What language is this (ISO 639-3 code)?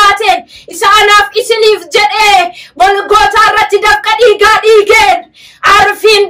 orm